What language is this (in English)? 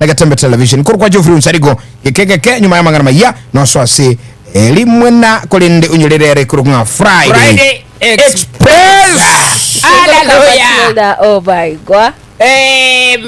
Gusii